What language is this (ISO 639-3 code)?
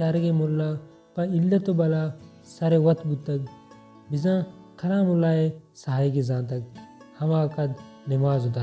bal